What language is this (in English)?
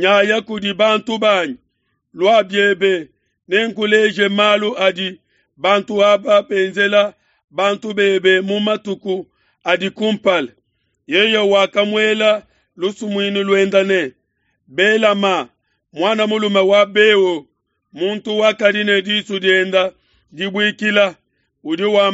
Luba-Lulua